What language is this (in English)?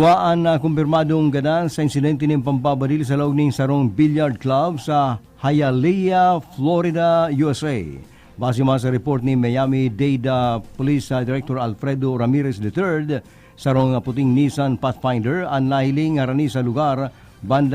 Bikol